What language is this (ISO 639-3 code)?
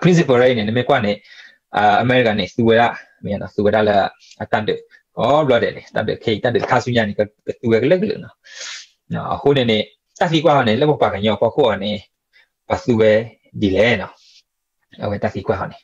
ksw